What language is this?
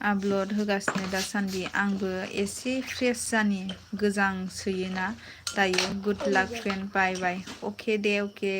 Bodo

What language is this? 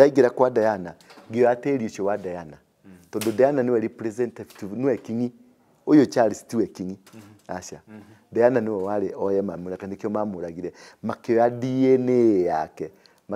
Kikuyu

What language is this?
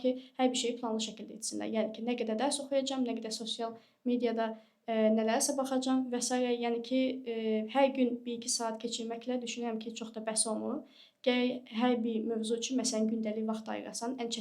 Azerbaijani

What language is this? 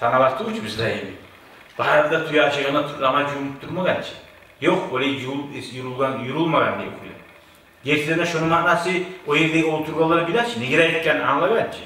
Kumyk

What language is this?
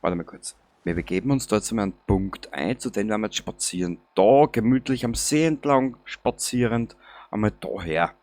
Bavarian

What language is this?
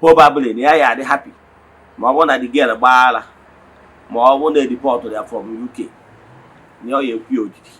Igbo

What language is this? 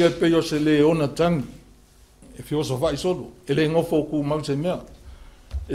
Samoan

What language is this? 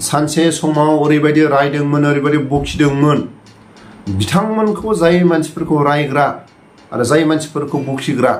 Bodo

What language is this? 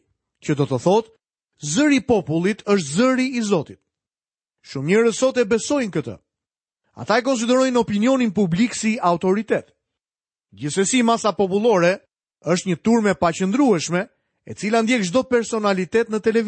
Albanian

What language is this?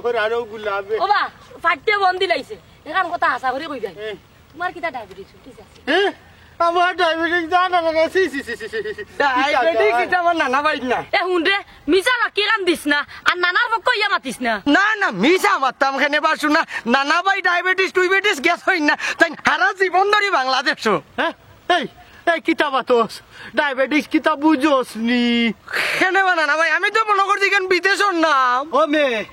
Sylheti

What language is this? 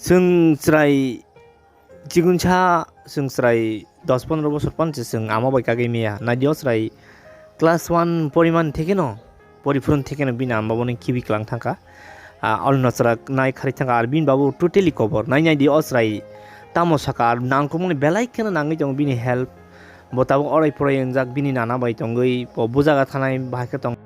Kok Borok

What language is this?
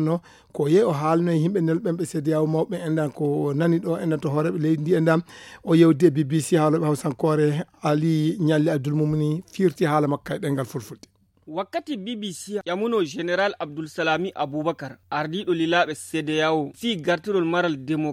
Nigerian Fulfulde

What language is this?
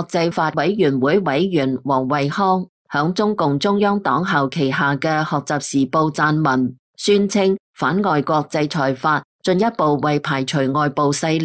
Cantonese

